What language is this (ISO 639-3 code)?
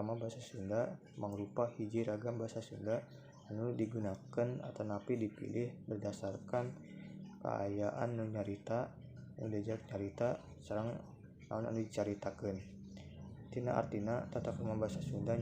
sun